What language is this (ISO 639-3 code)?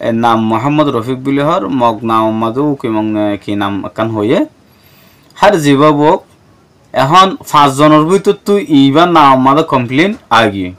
rhg